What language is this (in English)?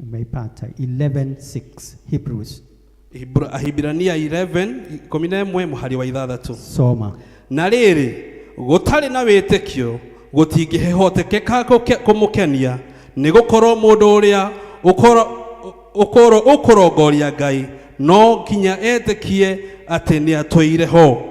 Kikuyu